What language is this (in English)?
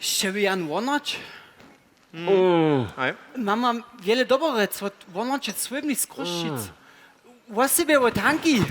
Upper Sorbian